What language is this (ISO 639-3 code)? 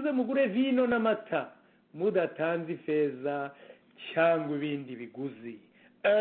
kin